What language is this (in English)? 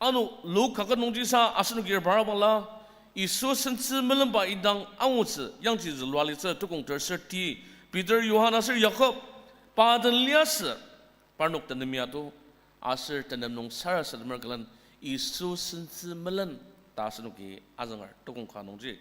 Ao Naga